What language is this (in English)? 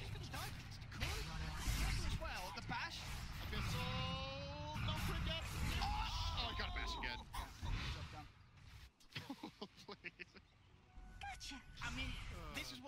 English